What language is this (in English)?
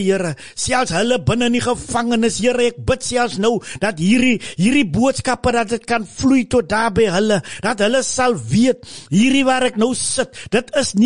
Afrikaans